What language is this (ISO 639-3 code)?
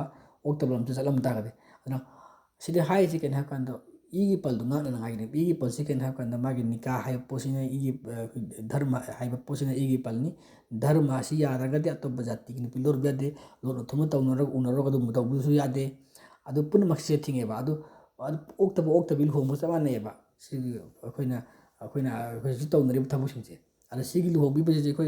mni